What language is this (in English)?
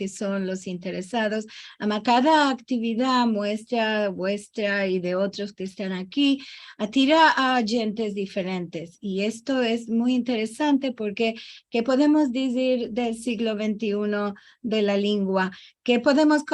Ladino